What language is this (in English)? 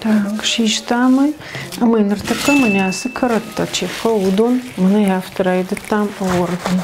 Ossetic